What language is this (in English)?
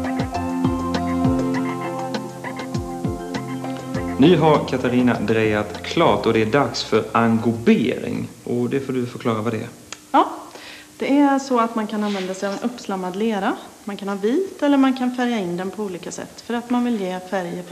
Swedish